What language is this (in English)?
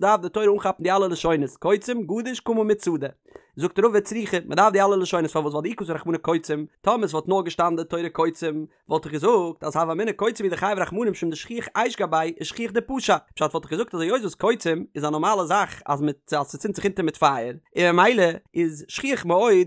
Yiddish